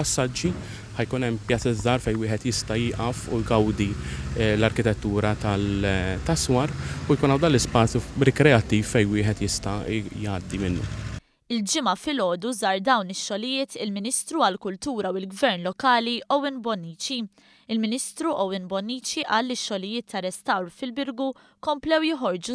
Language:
Maltese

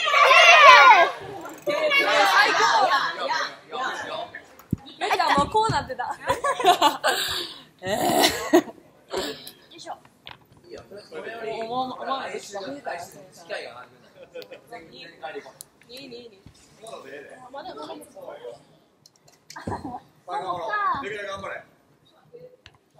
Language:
Japanese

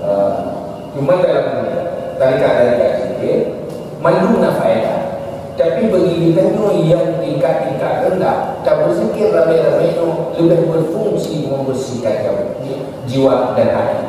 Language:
Achinese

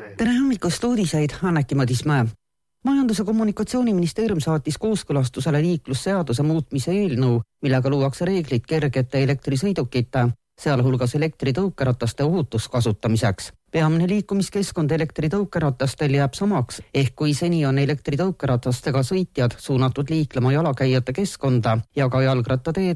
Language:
Estonian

